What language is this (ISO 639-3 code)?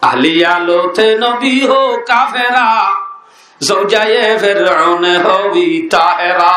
rhg